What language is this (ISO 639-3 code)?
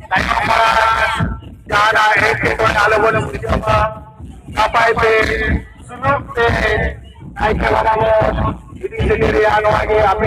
sat